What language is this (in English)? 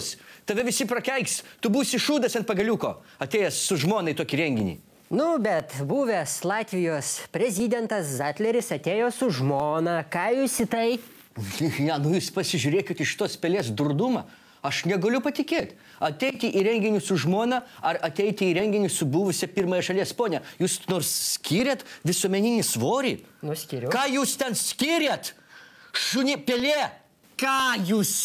Lithuanian